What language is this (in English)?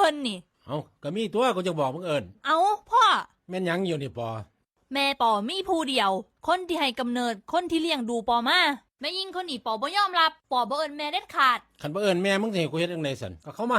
Northeastern Thai